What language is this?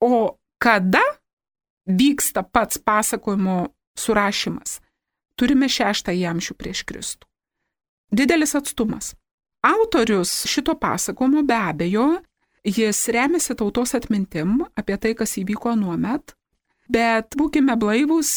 Lithuanian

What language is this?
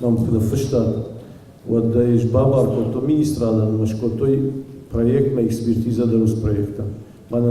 Ossetic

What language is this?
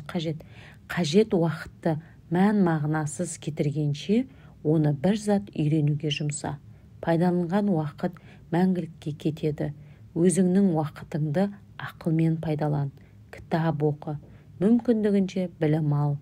Kazakh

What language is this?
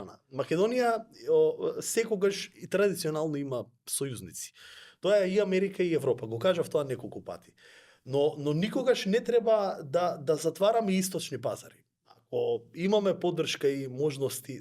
Macedonian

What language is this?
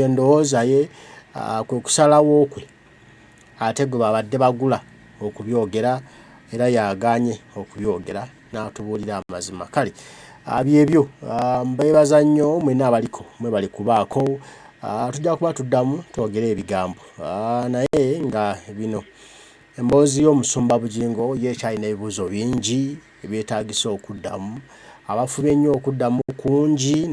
Ganda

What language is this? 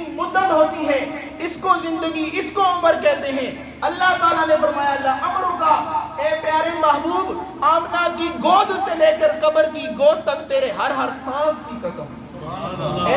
Urdu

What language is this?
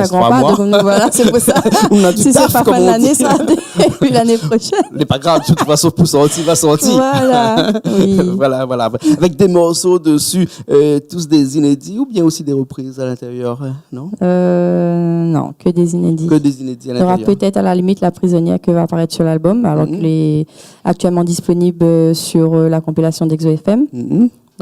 Réunion Creole French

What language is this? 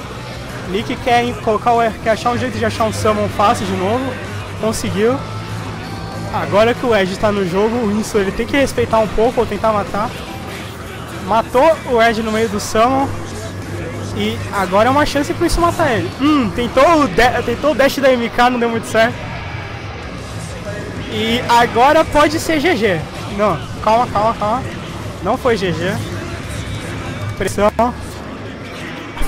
Portuguese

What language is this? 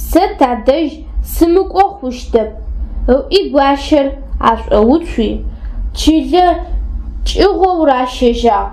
Adyghe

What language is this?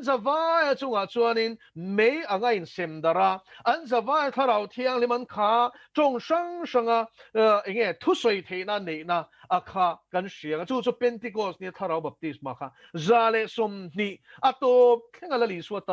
Mizo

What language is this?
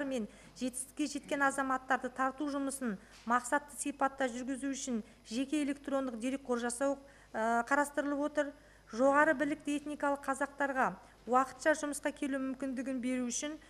Kazakh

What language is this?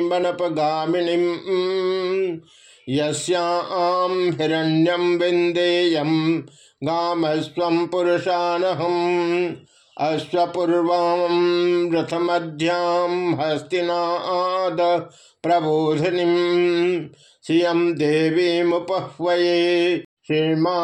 Sanskrit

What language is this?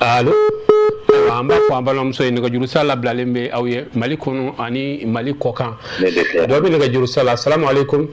Bambara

